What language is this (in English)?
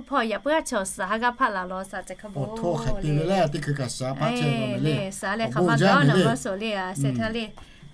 Lahu